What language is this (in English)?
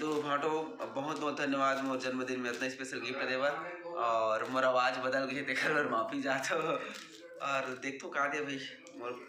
Chhattisgarhi